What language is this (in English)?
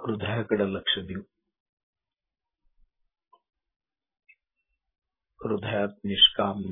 Marathi